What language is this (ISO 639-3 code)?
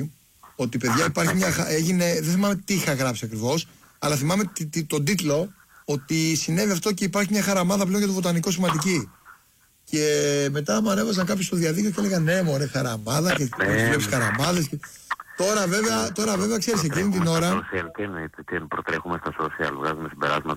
ell